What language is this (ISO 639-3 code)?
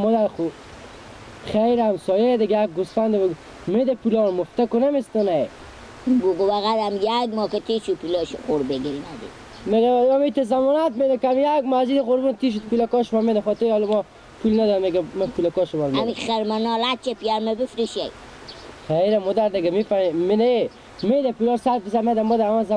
fas